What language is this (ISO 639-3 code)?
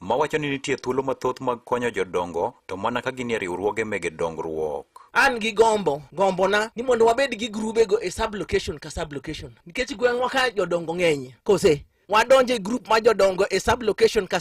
luo